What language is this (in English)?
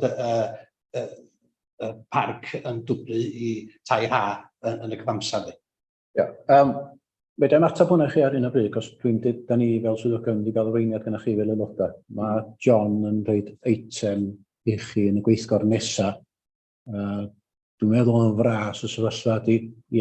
Welsh